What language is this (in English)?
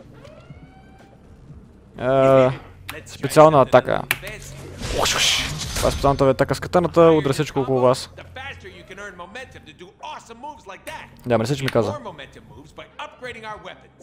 Bulgarian